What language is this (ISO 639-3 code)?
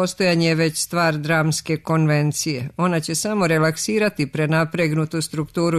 srp